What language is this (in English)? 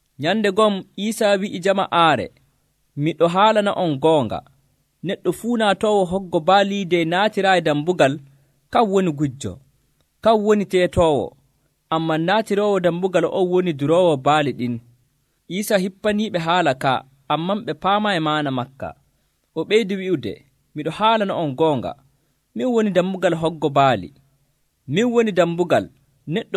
Nigerian Fulfulde